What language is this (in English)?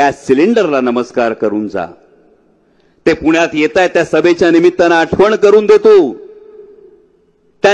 Marathi